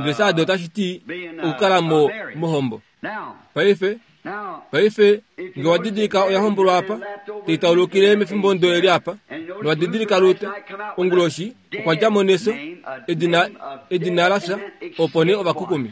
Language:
Kuanyama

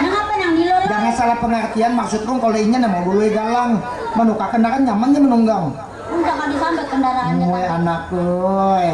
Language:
Banjar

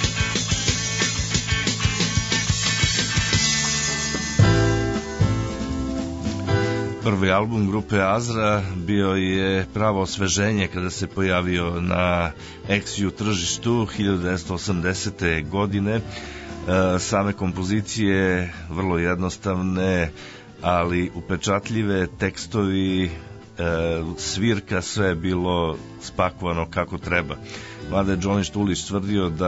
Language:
Serbian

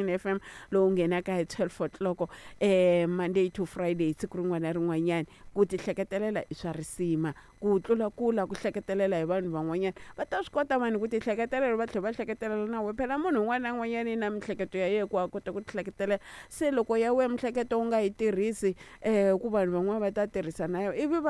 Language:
Tsonga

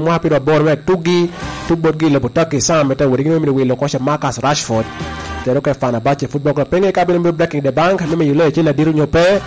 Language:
Lango (Uganda)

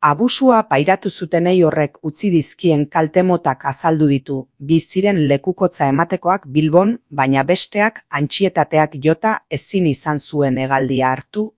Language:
Basque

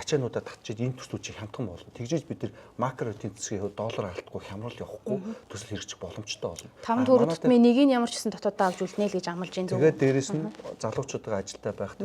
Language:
Mongolian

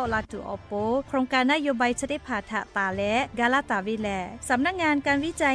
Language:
Lahu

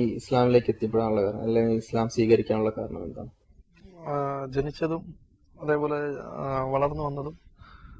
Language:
Malayalam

